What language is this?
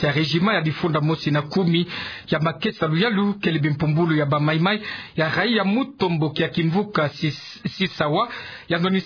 Kituba (Democratic Republic of Congo)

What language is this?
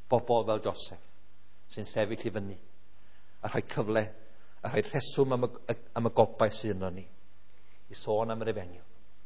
Welsh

